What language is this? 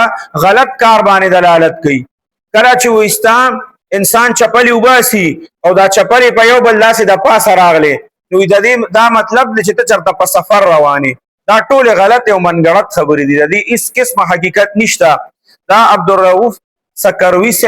Pashto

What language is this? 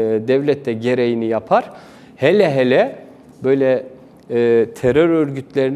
Turkish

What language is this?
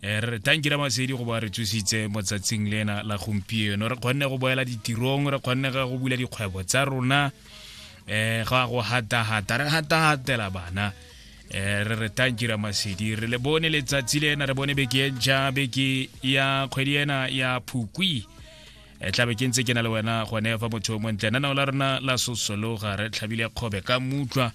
Tswana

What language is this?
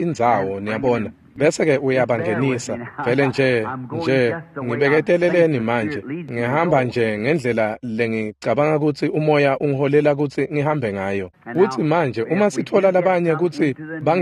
Swati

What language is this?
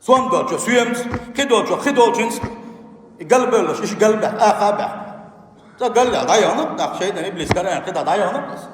Chechen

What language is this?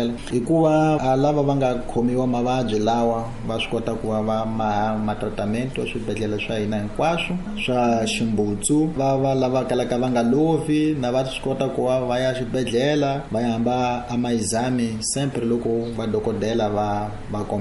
Tsonga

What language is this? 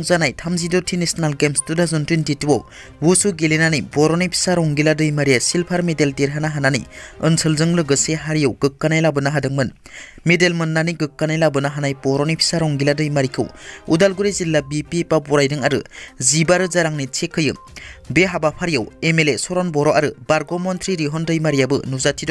Bodo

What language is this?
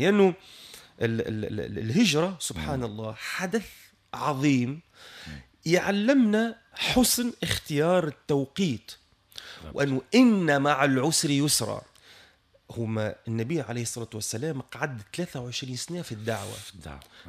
Tunisian Arabic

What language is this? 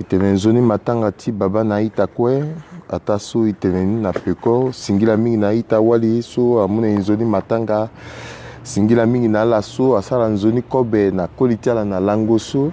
Sango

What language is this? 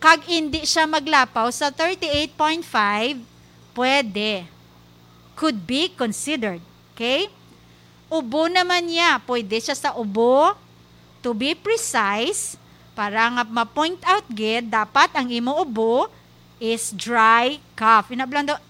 Hiligaynon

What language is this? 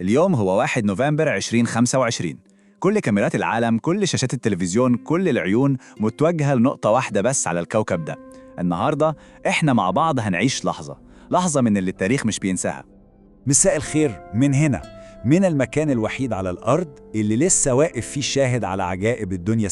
Egyptian Arabic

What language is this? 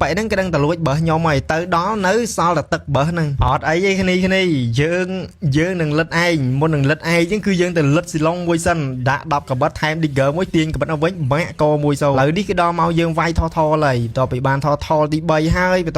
Khmer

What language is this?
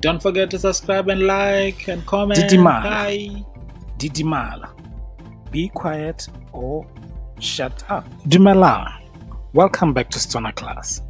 Tswana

